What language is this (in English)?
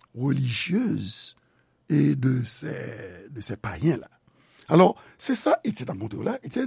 Haitian Creole